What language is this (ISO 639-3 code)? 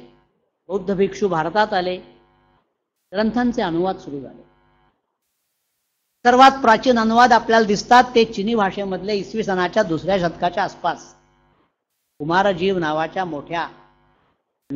mar